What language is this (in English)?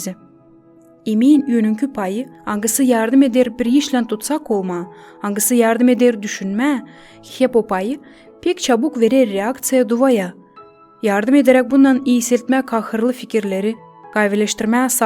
Gagauz